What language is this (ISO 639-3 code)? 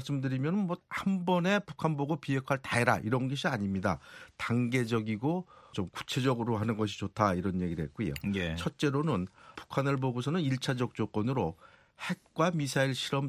kor